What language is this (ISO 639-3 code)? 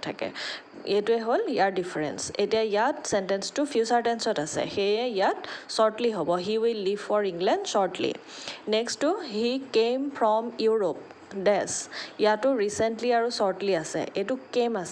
asm